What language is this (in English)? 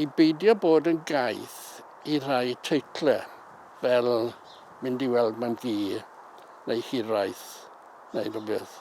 Welsh